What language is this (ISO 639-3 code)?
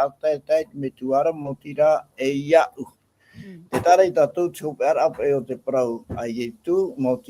tah